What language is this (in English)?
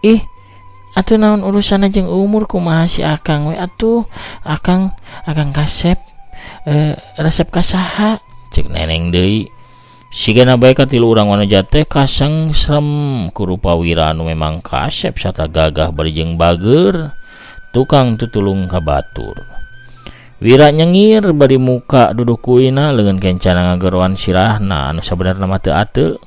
Sundanese